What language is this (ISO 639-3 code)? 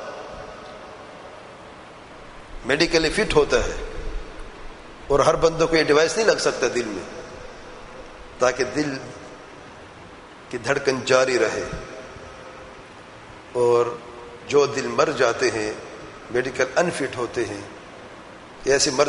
urd